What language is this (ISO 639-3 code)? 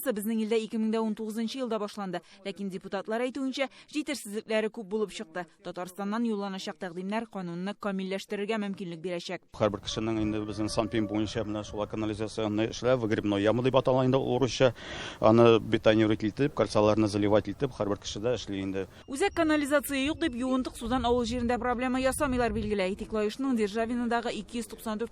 tat